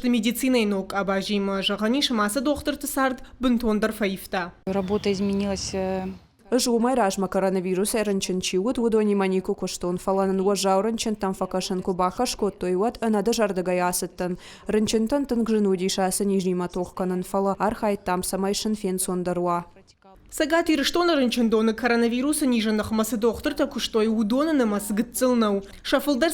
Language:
Ossetic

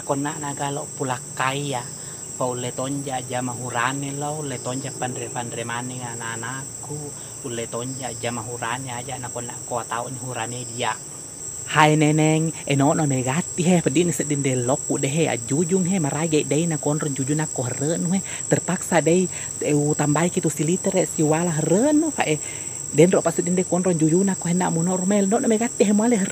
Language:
Buginese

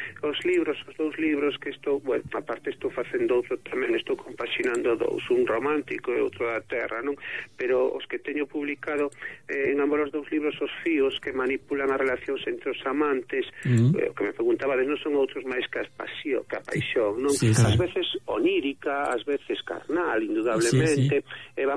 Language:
Galician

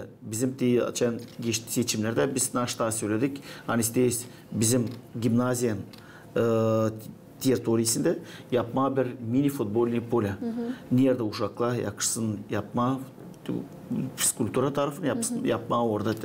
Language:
Gagauz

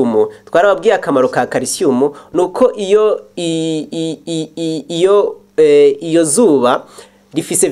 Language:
Rundi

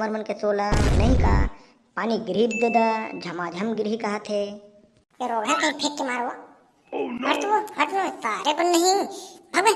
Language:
Chhattisgarhi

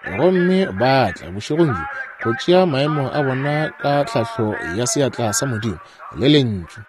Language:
Northern Sotho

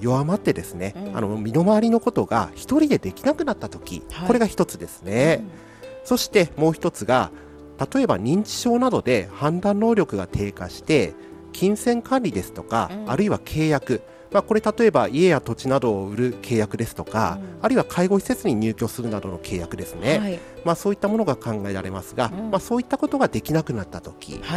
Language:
Japanese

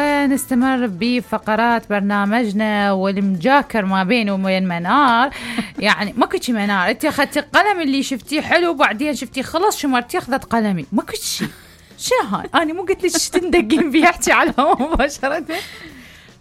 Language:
Mesopotamian Arabic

